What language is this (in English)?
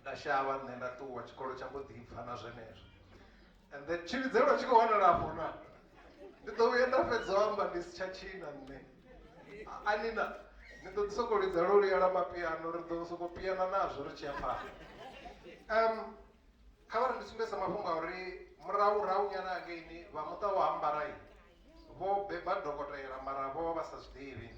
Venda